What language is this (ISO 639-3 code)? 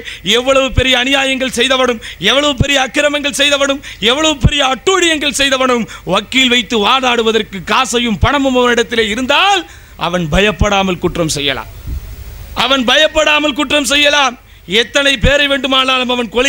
tam